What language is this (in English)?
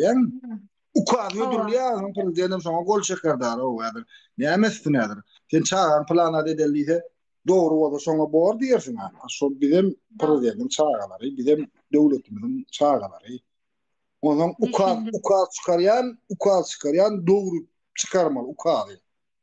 Turkmen